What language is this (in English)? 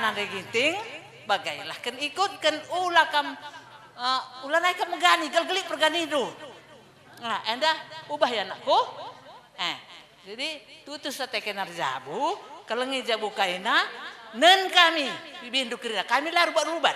Batak Karo